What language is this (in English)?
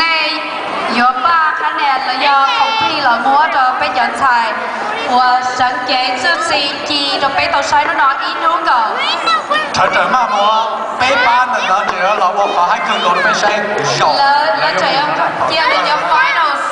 Hmong